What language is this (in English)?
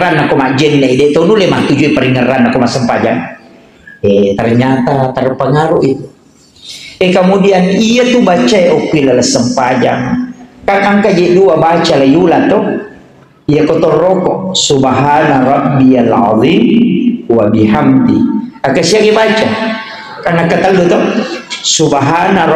Buginese